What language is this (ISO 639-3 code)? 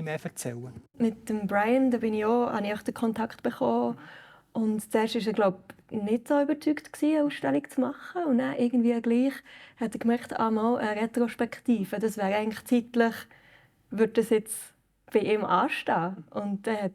gsw